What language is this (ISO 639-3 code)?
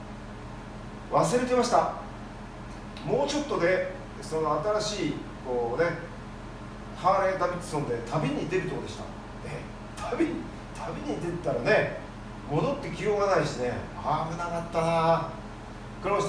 jpn